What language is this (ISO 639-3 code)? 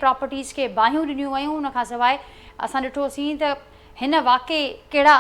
snd